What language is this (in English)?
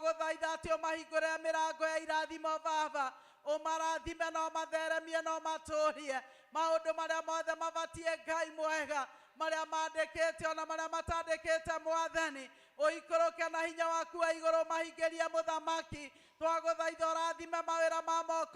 Kikuyu